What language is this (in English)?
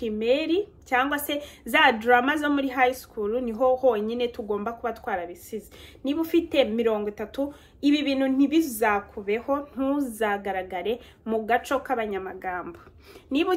Kinyarwanda